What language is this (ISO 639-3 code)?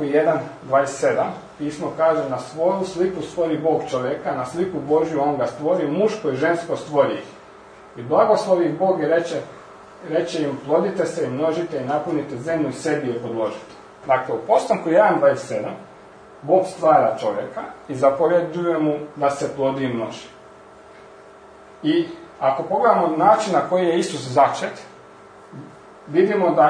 hrv